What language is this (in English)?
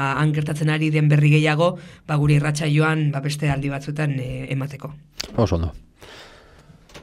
Basque